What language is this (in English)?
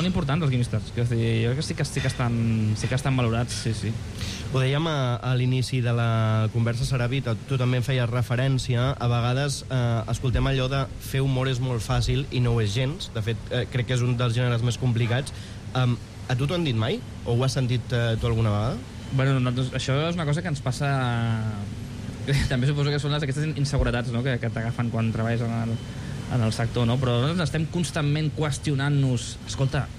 Catalan